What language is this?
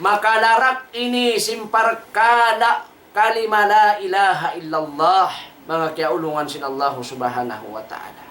Tausug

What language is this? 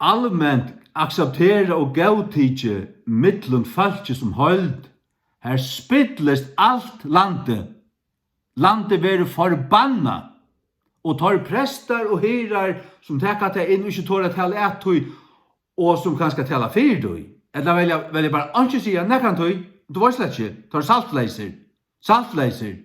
Faroese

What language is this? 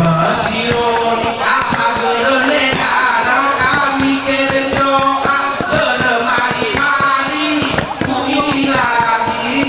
Gayo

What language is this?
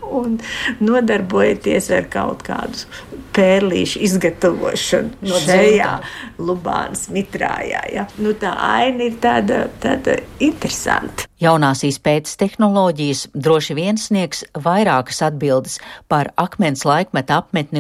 Latvian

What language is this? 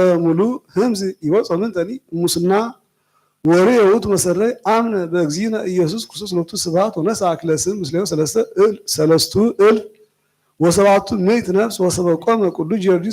Geez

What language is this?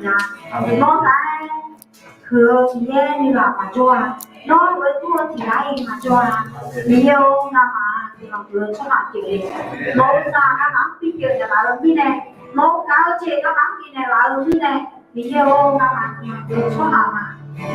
Akha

